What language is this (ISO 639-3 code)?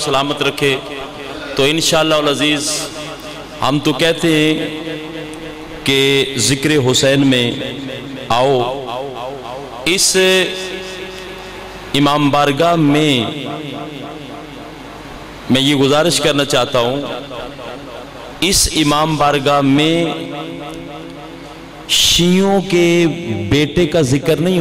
urd